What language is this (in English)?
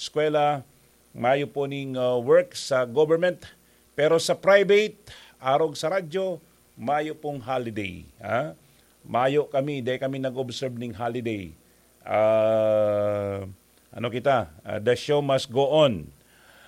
Bikol